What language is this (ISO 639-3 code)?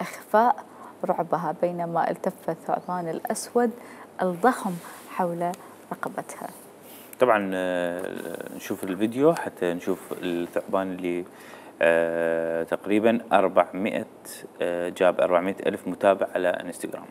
acm